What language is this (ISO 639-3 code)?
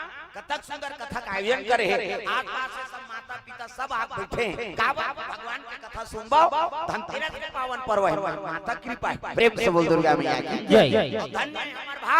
hne